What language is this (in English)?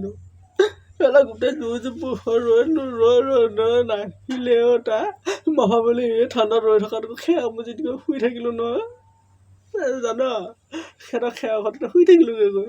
Assamese